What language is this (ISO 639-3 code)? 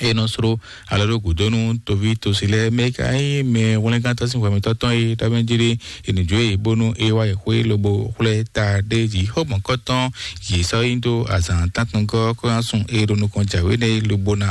fon